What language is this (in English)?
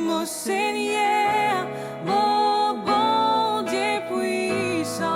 Morisyen